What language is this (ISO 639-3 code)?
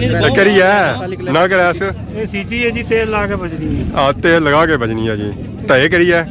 phr